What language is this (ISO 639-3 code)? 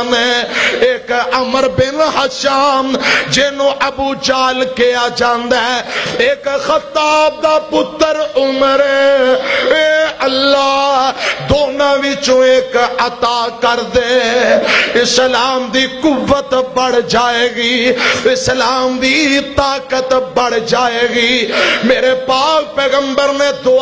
lah